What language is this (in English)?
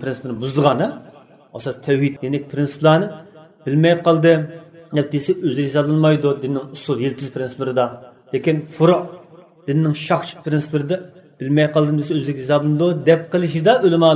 Uyghur